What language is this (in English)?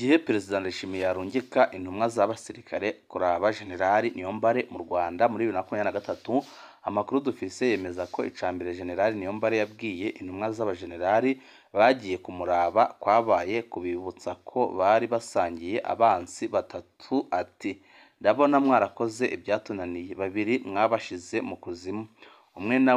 Rundi